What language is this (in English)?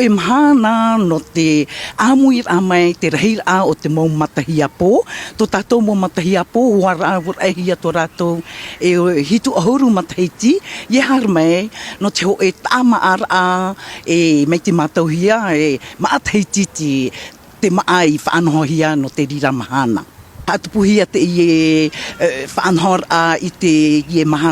Tahitian